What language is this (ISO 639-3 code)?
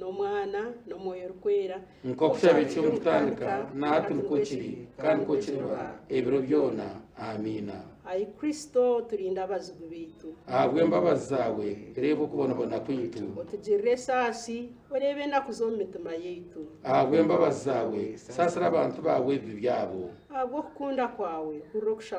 nyn